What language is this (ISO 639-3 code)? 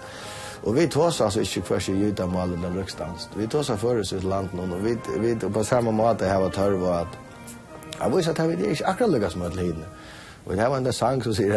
fao